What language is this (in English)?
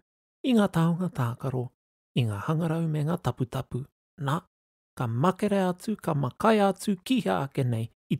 Māori